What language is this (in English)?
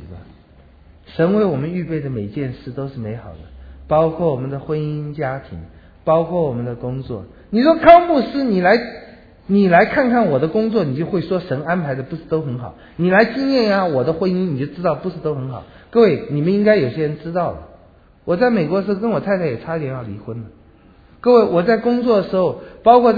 Chinese